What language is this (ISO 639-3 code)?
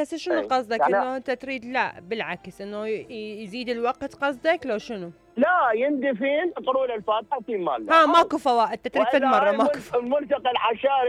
acm